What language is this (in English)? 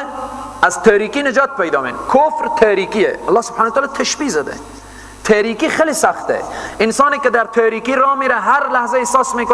Persian